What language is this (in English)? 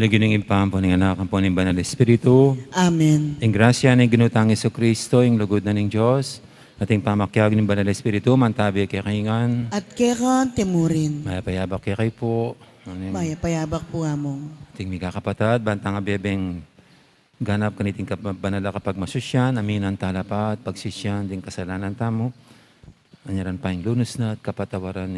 Pampanga